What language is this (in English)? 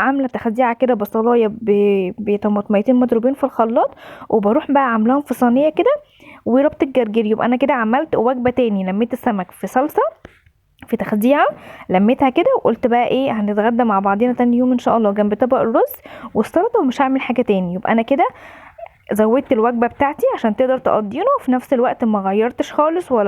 Egyptian Arabic